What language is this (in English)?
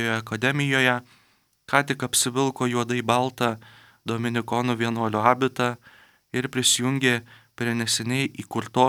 Lithuanian